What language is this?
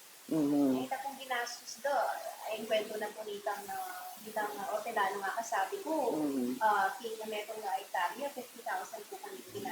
Pampanga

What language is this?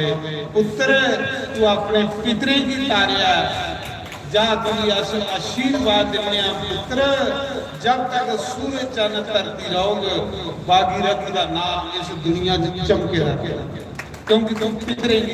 Dogri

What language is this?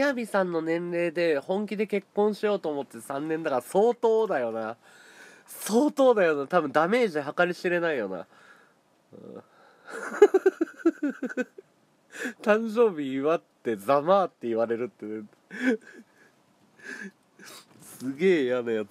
Japanese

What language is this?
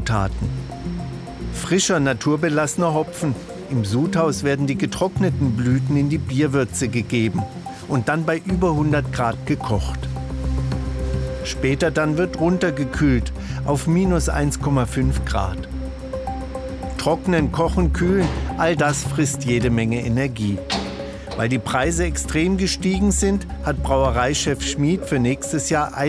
German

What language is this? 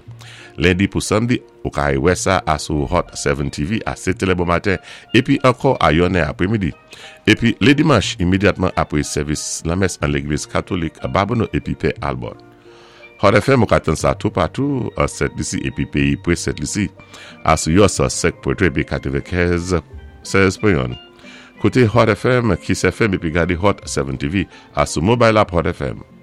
Saint Lucian Creole French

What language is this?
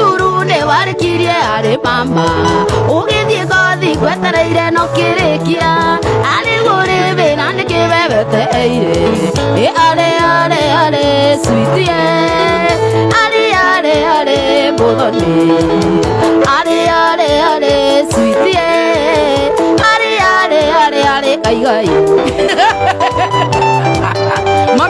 Kikuyu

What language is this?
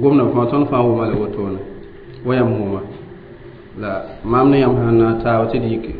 Mossi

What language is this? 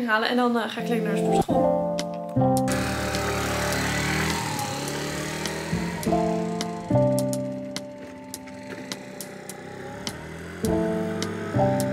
Dutch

